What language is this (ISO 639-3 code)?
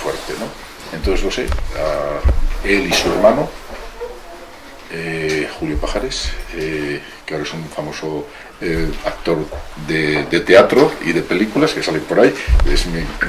spa